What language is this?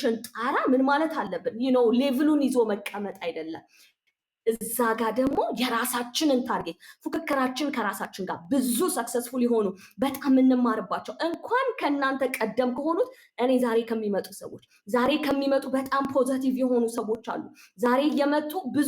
Amharic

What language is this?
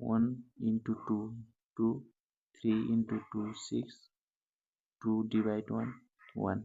Nepali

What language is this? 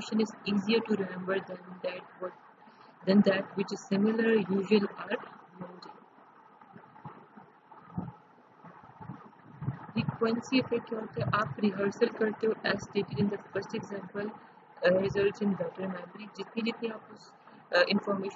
Urdu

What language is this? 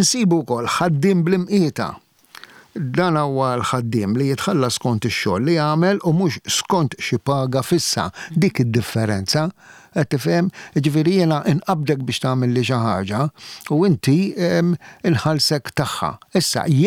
Maltese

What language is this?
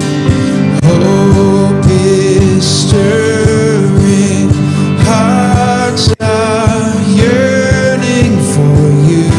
Ewe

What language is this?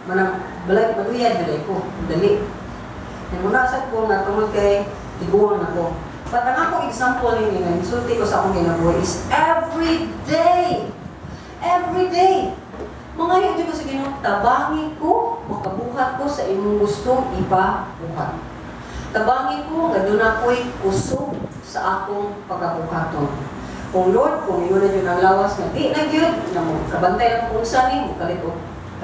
Cebuano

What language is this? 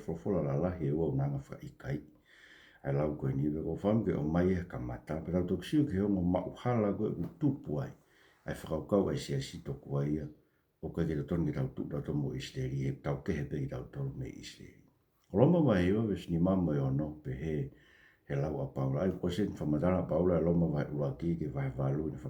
Tongan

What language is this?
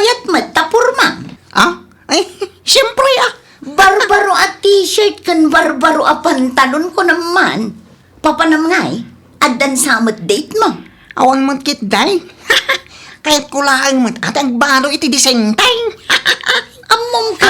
Iloko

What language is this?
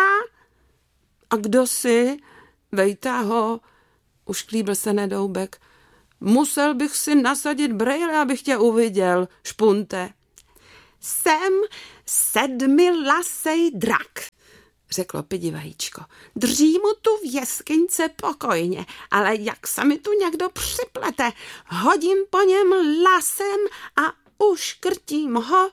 Czech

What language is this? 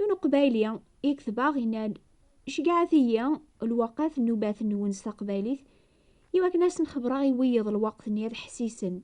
Kabyle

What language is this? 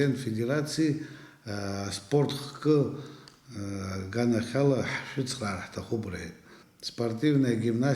Abkhazian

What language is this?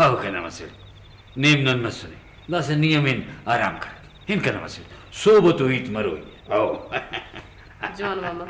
Brahui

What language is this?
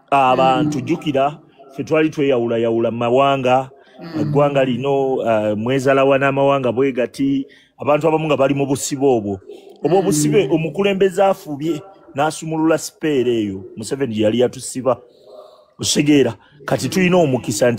Ganda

